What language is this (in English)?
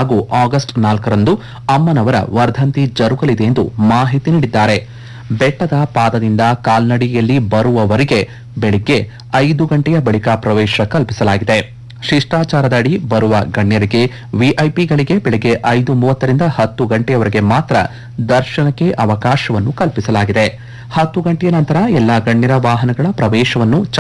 Kannada